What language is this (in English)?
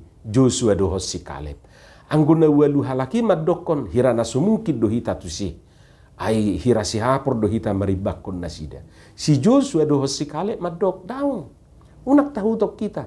Batak Toba